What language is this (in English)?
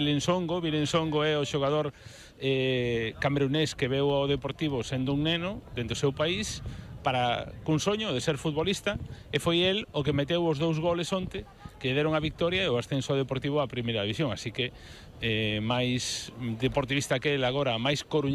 Galician